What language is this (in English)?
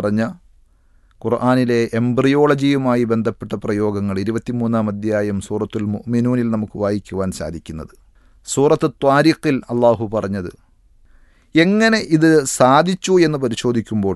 Malayalam